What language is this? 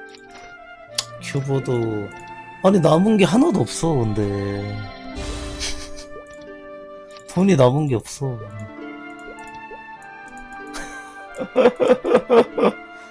Korean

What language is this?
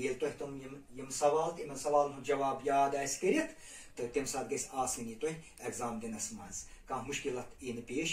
Kashmiri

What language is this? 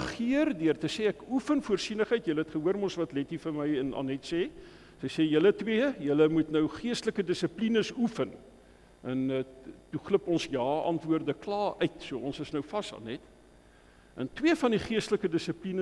Afrikaans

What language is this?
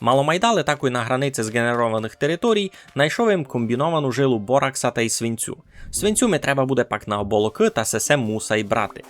Rusyn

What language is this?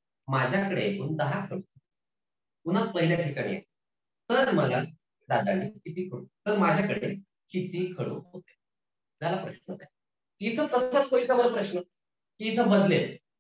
Marathi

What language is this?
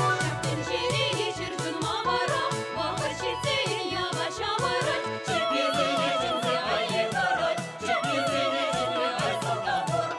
Chuvash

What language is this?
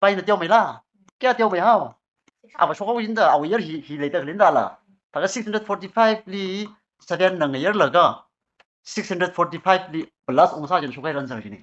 Tangkhul Naga (India)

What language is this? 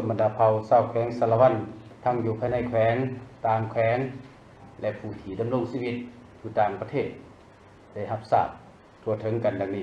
Lao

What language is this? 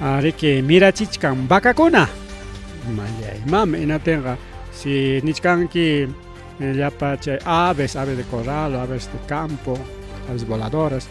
Ayacucho Quechua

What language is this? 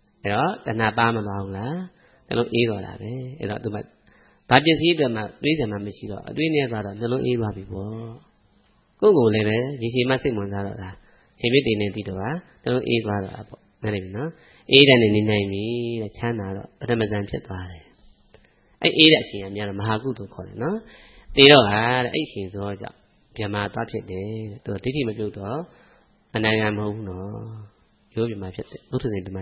Burmese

